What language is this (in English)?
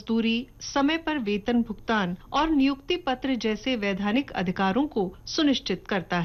Hindi